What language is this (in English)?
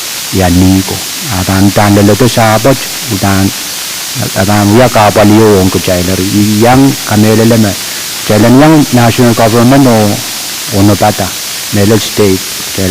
Pohnpeian